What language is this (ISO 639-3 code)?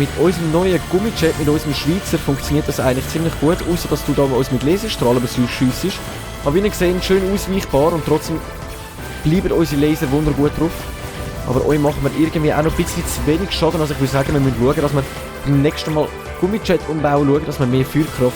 gsw